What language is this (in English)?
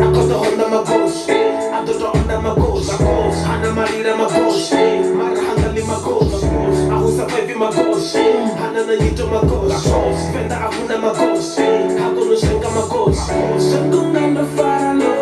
Venda